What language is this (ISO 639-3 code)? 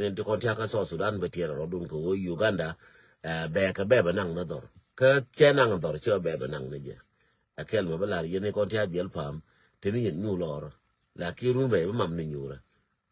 nus